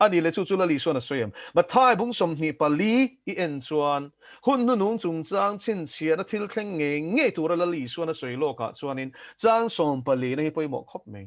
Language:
Mizo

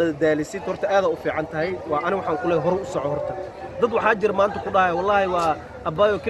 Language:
Somali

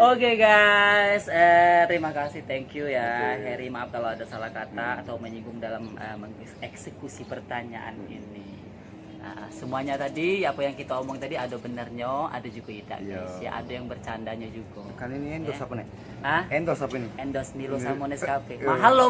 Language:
Musi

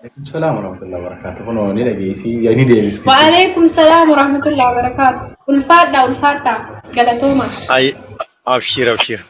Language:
Oromo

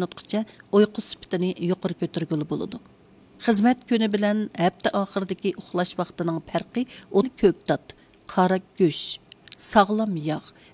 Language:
Uyghur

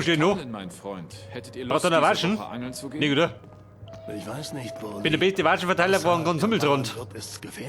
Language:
Bavarian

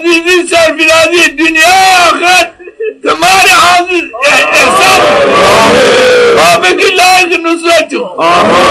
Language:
Zaza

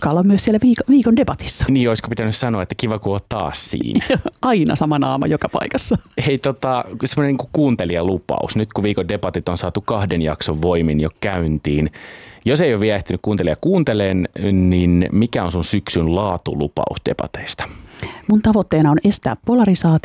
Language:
Finnish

